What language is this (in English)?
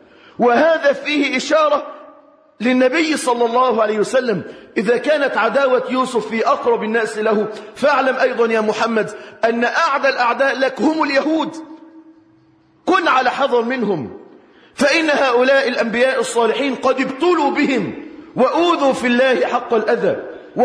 Arabic